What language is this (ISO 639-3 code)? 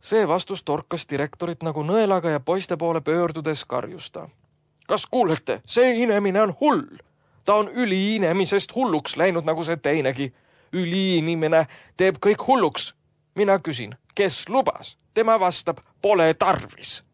est